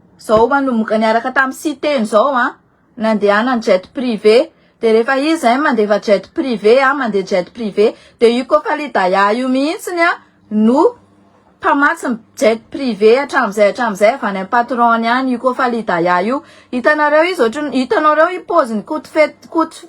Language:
Malagasy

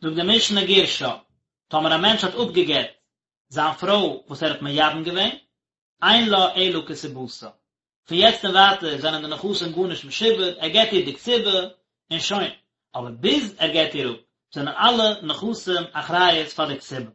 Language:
Yiddish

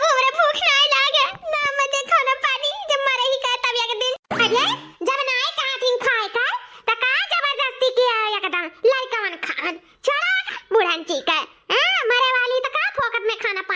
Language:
Awadhi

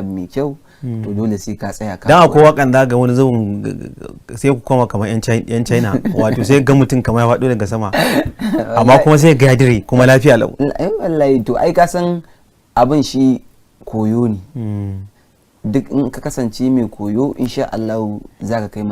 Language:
Hausa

